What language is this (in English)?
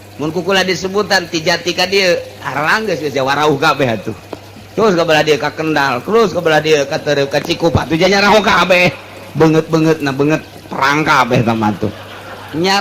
Sundanese